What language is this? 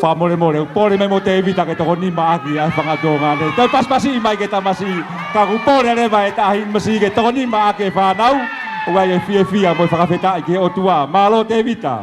Tongan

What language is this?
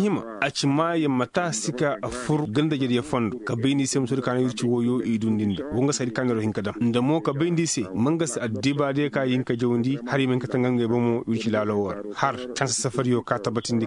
Koyraboro Senni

